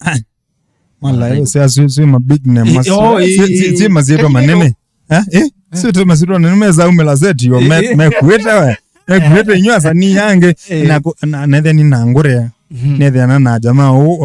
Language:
Kamba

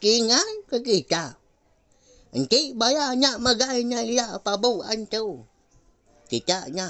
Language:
Iban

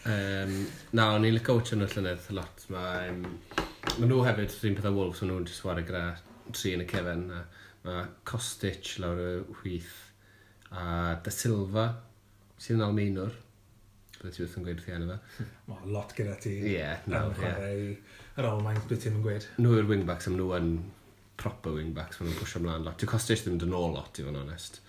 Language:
Welsh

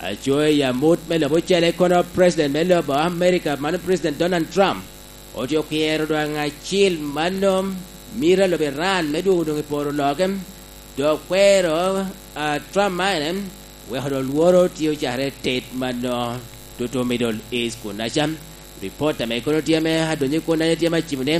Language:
Lango (Uganda)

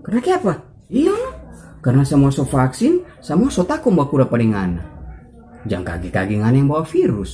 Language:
Manado Malay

